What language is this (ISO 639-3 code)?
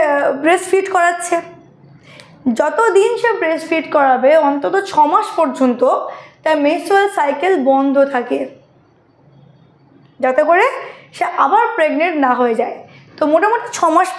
ben